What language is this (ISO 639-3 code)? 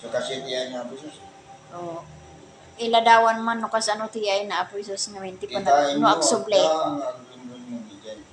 ilo